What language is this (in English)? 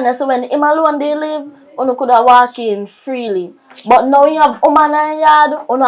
Jamaican Creole English